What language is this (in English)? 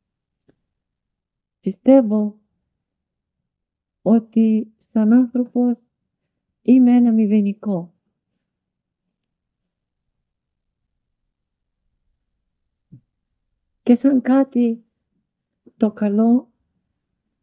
Greek